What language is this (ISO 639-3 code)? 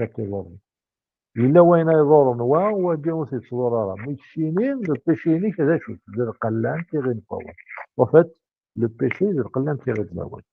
kab